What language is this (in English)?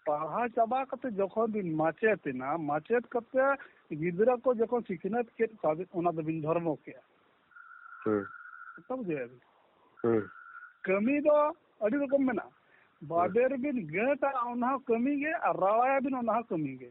Santali